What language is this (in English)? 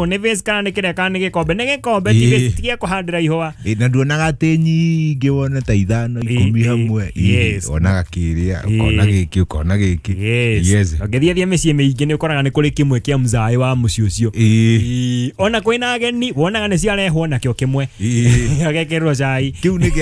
Kikuyu